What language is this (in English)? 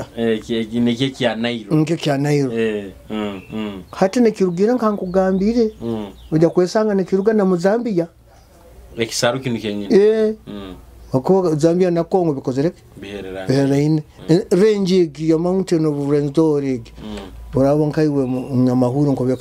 Nyoro